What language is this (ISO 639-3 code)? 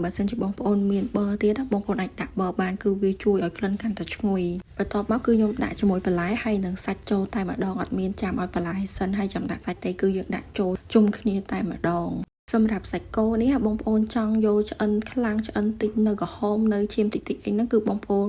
khm